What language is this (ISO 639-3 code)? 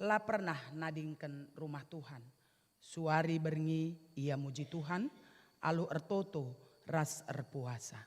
btx